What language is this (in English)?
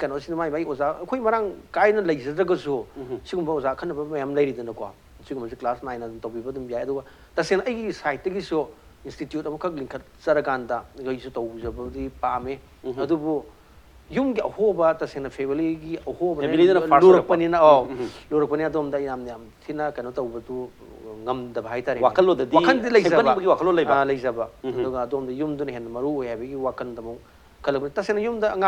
Manipuri